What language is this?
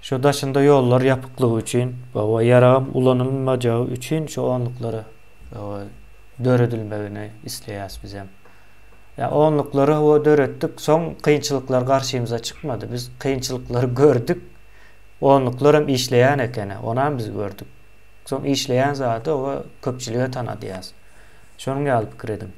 Turkmen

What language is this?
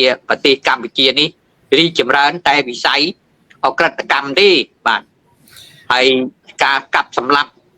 Khmer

